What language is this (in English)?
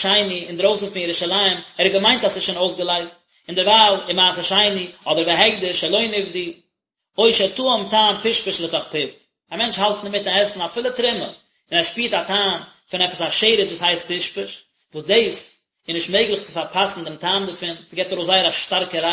Yiddish